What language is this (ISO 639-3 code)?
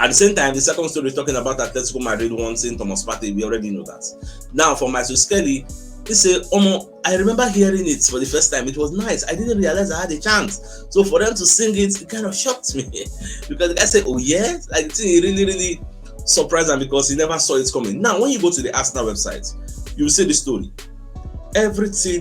pcm